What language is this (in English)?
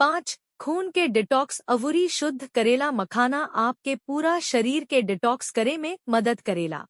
Bhojpuri